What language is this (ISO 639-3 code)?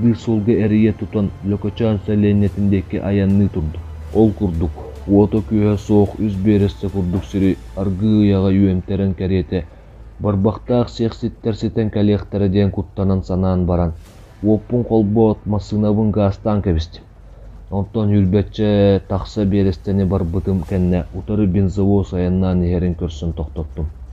sah